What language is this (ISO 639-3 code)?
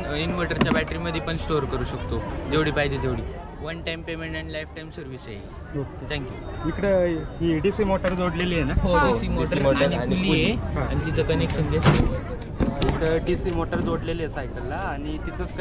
mar